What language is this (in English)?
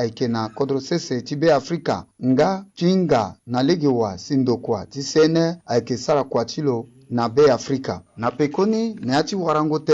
Sango